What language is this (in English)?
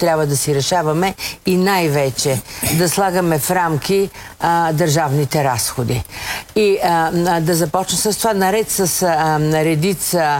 Bulgarian